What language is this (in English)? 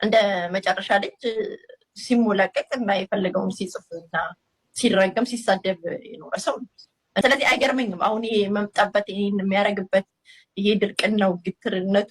Amharic